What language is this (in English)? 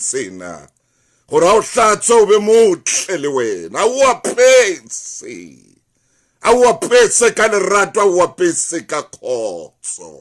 Southern Sotho